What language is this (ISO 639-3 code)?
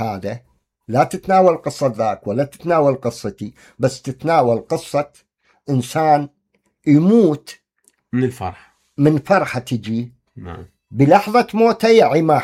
acm